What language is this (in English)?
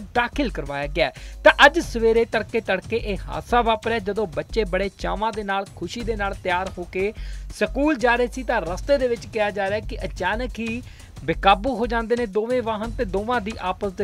Punjabi